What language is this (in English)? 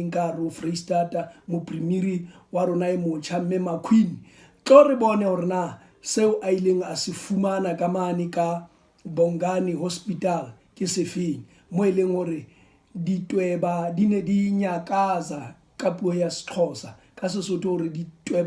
Southern Sotho